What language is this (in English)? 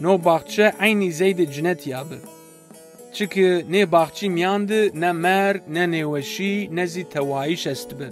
Zaza